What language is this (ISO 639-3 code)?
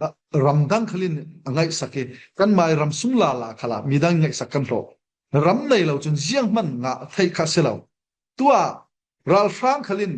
cfm